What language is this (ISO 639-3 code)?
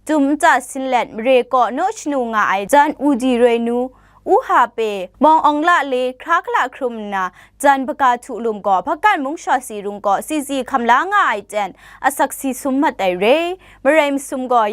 kac